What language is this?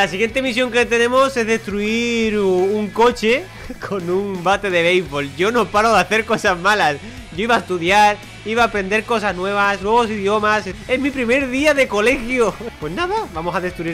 Spanish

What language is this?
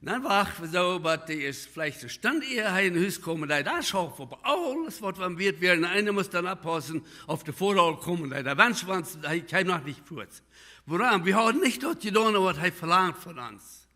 Plautdietsch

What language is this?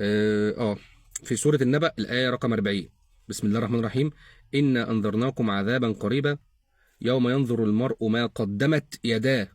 Egyptian Arabic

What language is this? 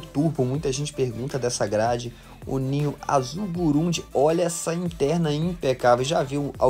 Portuguese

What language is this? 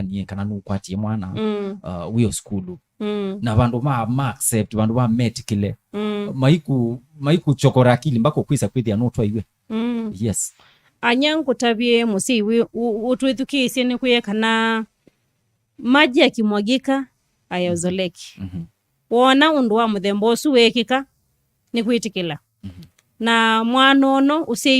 Kamba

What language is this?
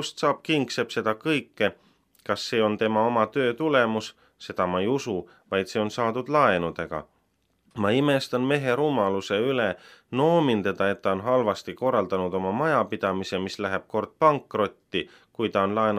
Estonian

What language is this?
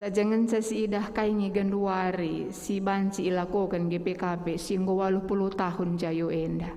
Batak Karo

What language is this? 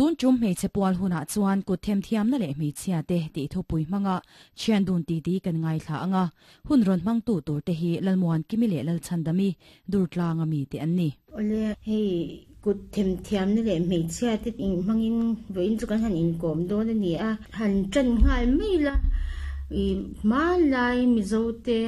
Mizo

